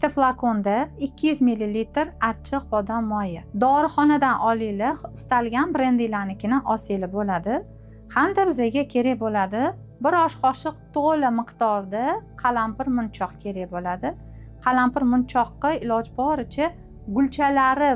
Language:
Uzbek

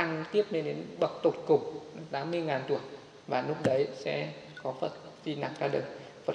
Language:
Vietnamese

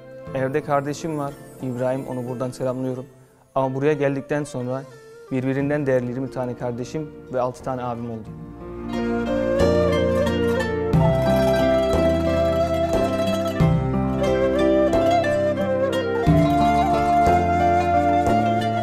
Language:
Turkish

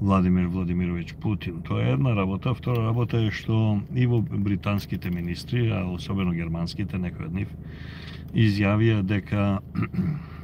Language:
Macedonian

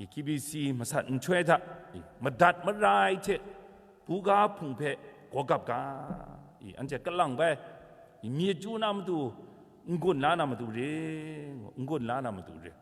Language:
Kachin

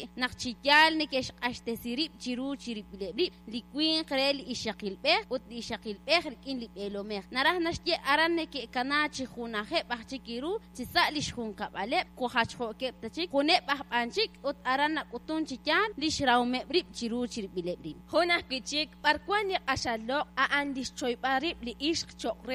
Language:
Kekchí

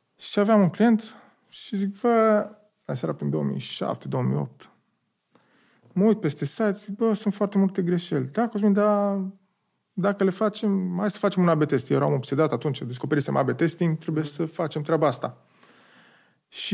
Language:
Romanian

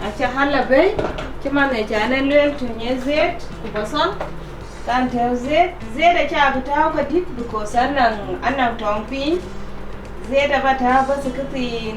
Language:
Dinka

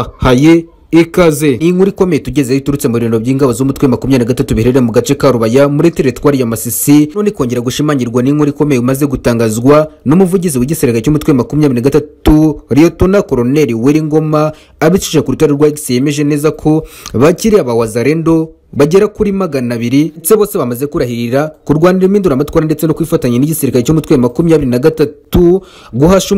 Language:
Kinyarwanda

